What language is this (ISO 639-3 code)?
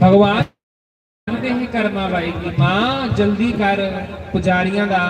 doi